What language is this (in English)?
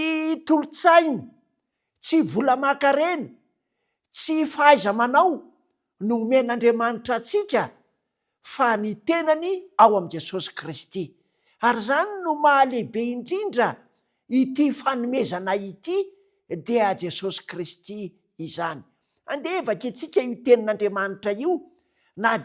Malagasy